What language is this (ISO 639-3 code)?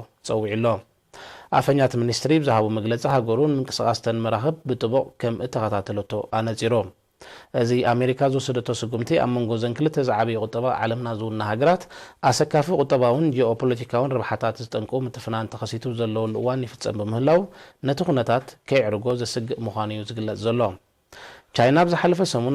tir